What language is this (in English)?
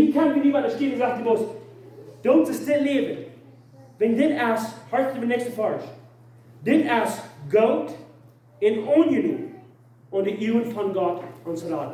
Plautdietsch